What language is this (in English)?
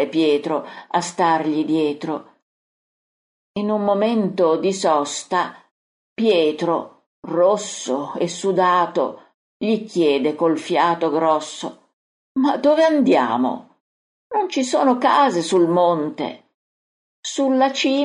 Italian